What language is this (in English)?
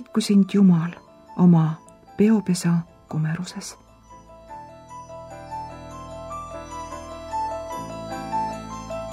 Estonian